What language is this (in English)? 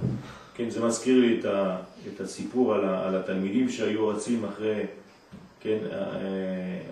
Hebrew